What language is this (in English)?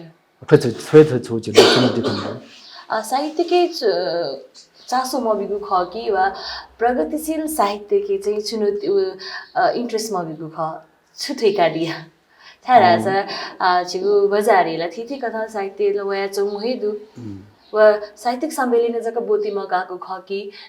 Newari